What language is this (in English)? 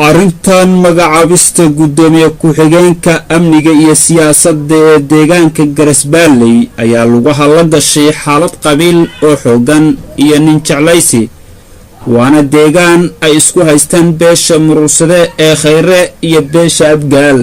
Somali